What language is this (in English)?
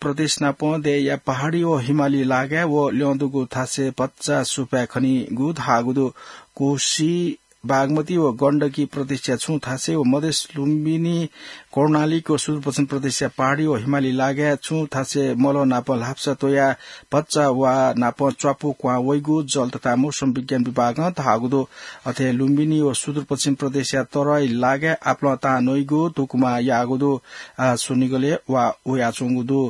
Newari